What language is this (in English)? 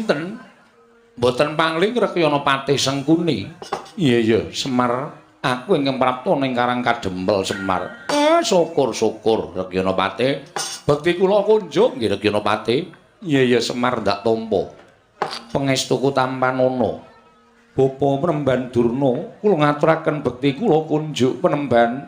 Javanese